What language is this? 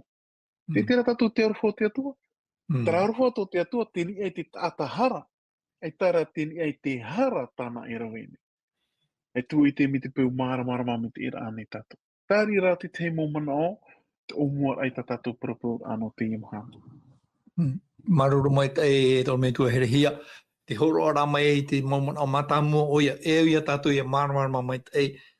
Tahitian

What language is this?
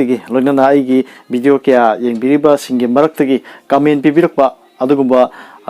Manipuri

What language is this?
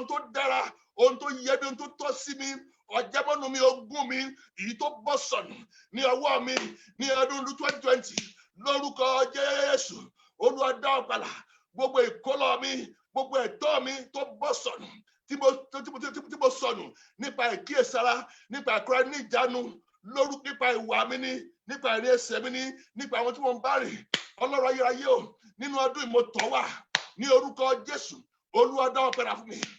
Yoruba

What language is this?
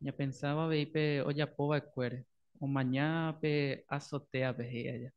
Guarani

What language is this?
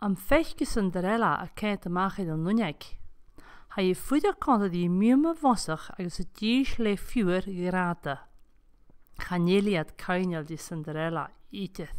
Scottish Gaelic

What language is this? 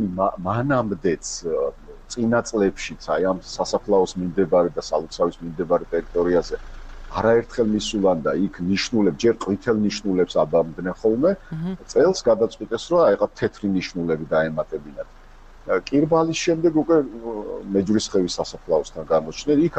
Georgian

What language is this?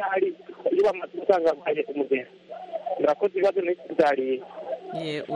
Kinyarwanda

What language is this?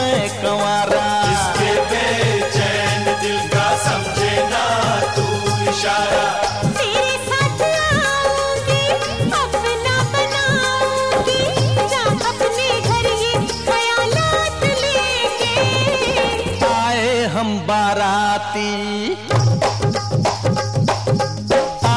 Hindi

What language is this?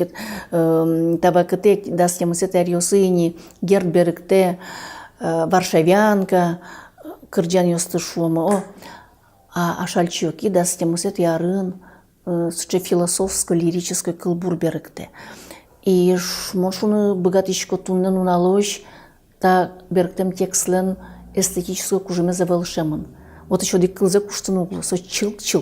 Udmurt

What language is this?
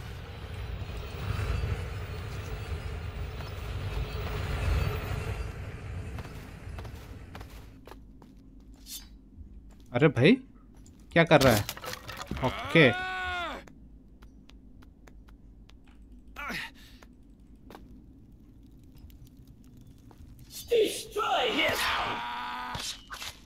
Hindi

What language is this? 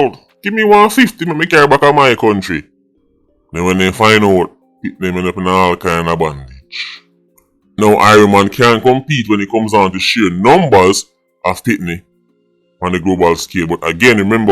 Jamaican Creole English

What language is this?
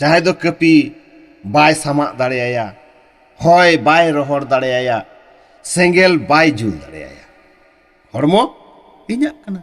Santali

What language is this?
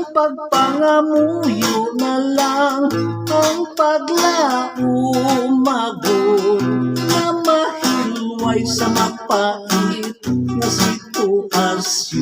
Hiligaynon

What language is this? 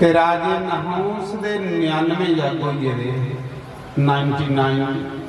Dogri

